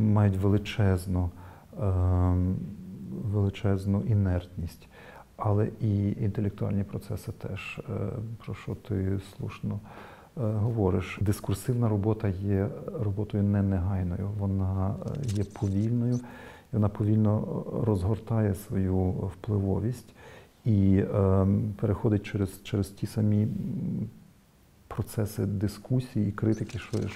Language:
Ukrainian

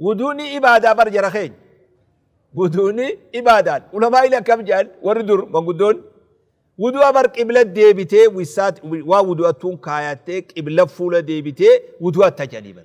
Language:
Oromo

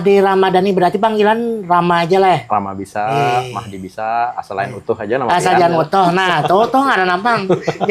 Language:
Banjar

